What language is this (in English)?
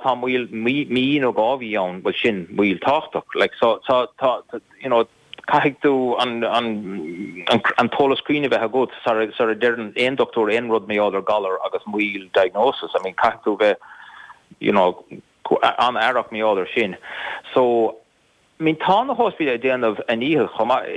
Irish